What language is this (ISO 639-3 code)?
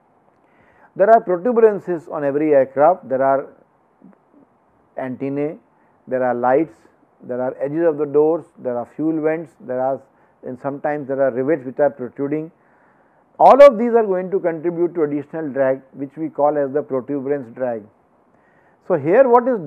eng